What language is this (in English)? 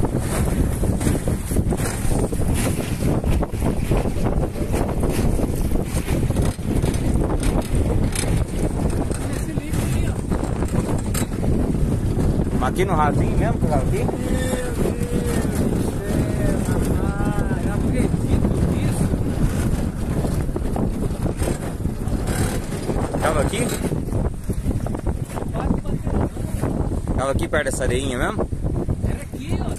Portuguese